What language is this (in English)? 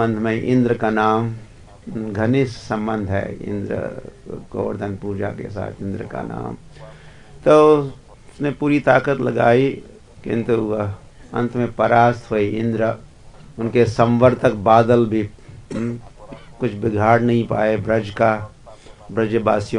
Hindi